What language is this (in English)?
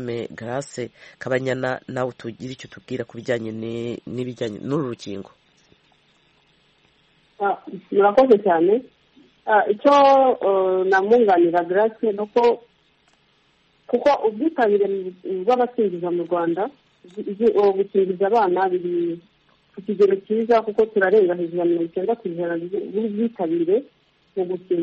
Kinyarwanda